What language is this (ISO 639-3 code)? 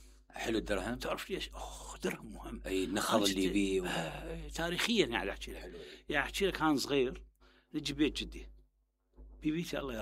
acm